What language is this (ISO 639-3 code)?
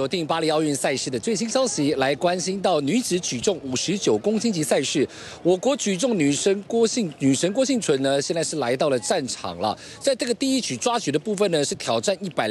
zho